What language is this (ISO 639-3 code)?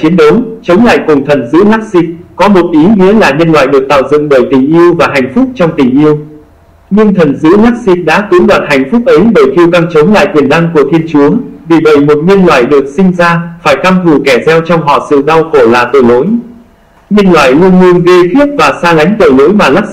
vie